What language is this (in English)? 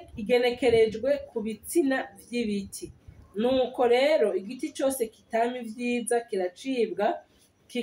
Rundi